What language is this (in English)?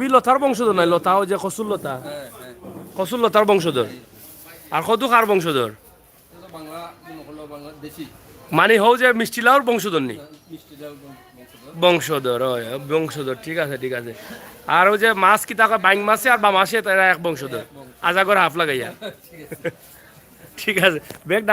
Sylheti